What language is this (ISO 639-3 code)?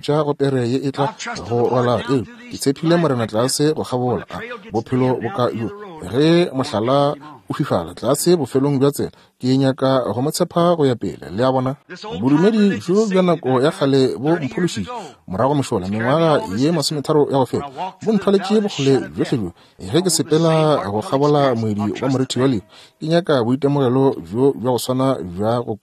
nso